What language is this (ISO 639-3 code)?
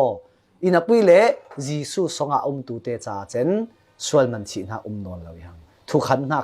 cfm